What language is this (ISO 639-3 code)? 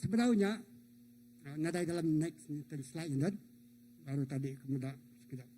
iba